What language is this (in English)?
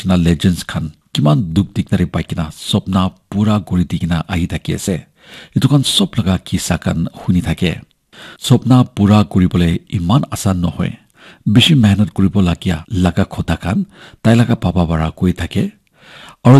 Naga Pidgin